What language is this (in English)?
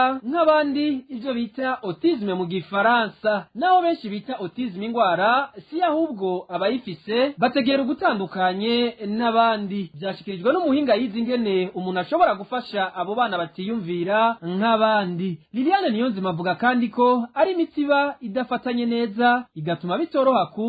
Rundi